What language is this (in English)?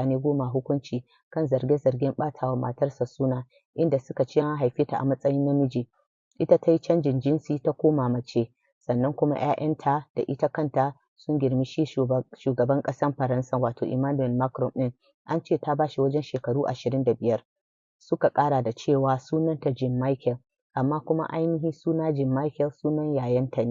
Hausa